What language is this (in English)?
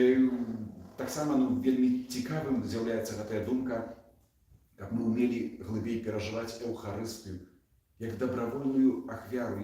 Belarusian